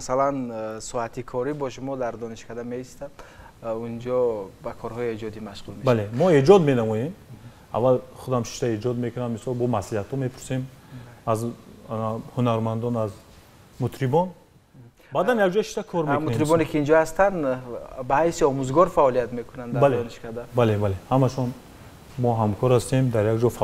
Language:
Tajik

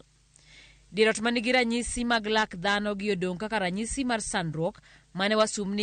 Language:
Luo (Kenya and Tanzania)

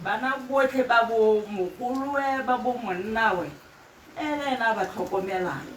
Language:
Tswana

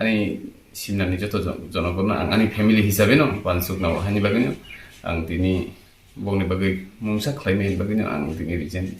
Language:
Kok Borok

